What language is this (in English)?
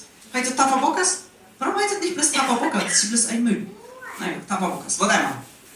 Plautdietsch